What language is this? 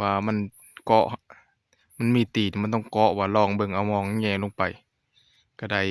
Northeastern Thai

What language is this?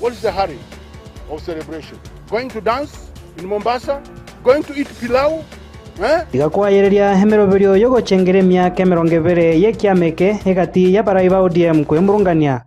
Gusii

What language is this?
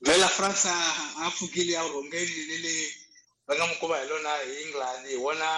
Tsonga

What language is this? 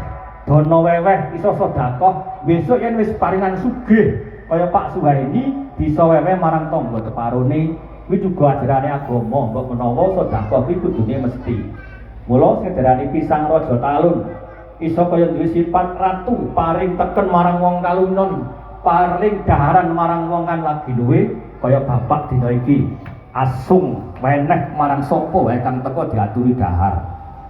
Javanese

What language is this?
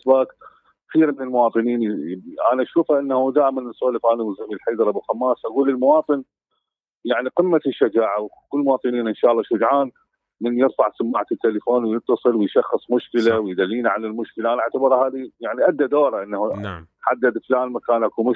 Mesopotamian Arabic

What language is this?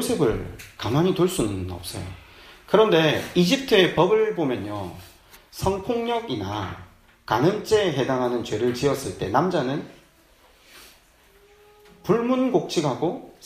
Korean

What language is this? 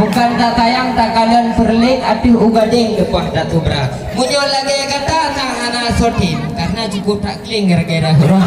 Achinese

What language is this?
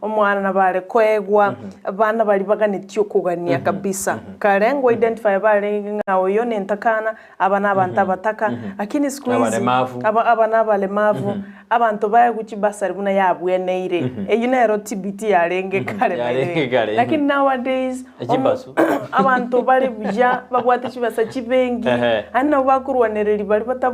Gusii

